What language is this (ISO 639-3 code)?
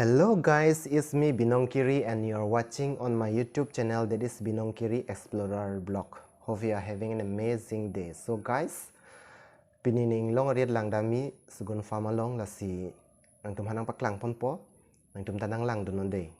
mjw